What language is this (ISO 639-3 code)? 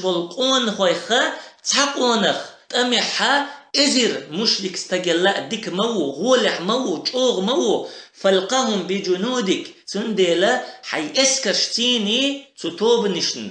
che